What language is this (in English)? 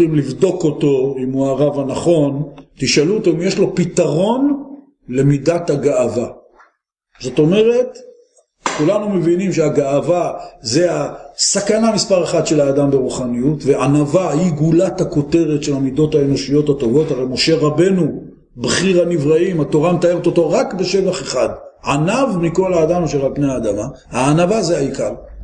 Hebrew